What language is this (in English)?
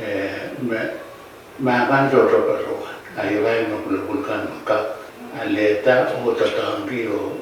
Pohnpeian